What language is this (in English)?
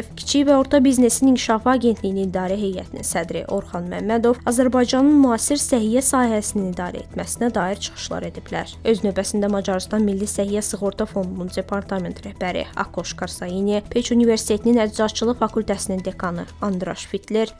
Azerbaijani